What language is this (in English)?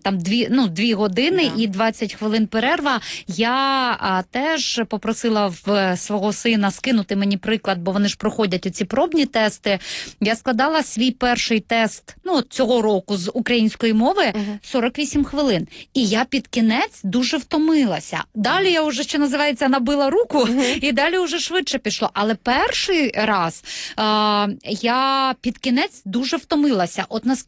Ukrainian